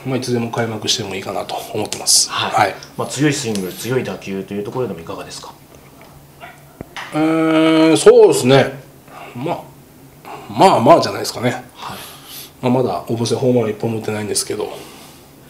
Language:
Japanese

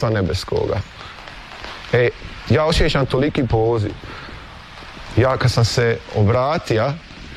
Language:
Croatian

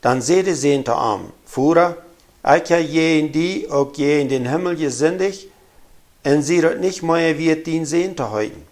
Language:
Plautdietsch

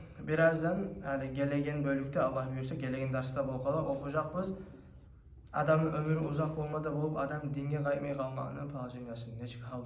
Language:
Kumyk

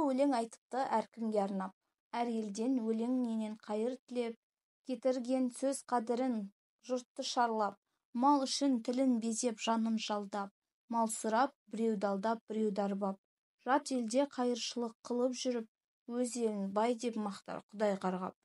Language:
Kazakh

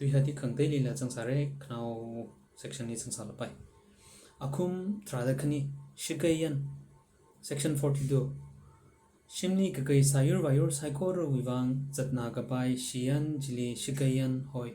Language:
Tangkhul Naga (India)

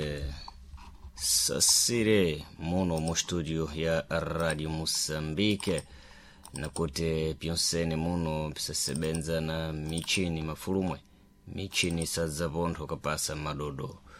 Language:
Sena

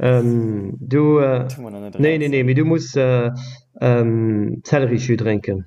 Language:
Luxembourgish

